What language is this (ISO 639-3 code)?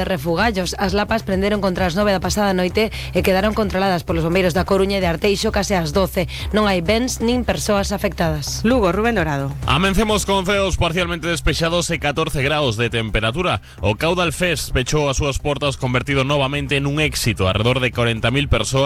glg